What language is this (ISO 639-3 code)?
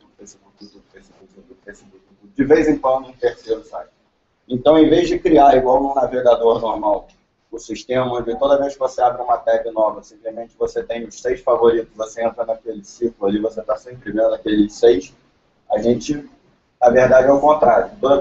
por